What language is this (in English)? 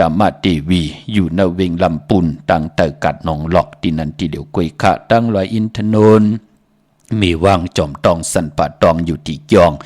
Shan